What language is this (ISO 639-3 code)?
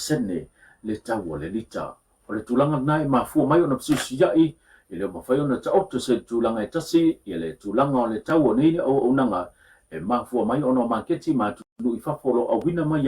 smo